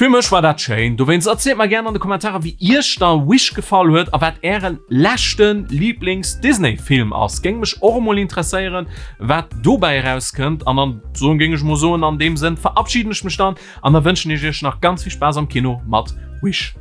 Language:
Luxembourgish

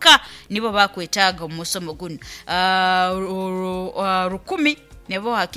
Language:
Nyoro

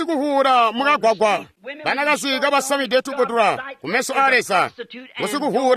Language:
Tonga (Zambia)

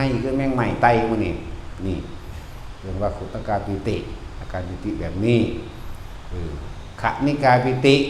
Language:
Northeastern Thai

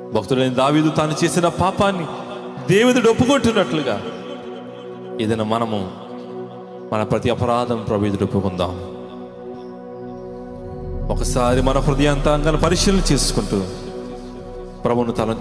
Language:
Telugu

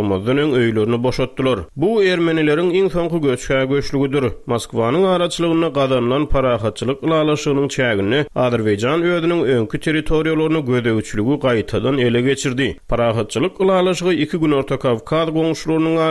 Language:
Turkmen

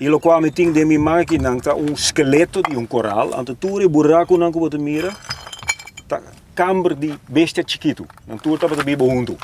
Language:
Papiamento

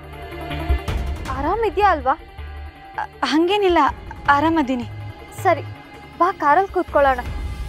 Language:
Kannada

